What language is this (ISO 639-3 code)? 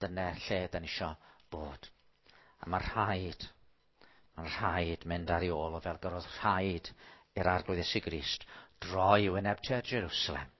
cym